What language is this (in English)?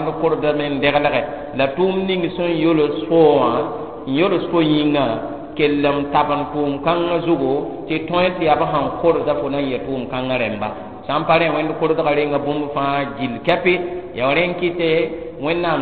Mossi